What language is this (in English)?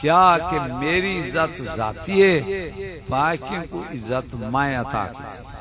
Saraiki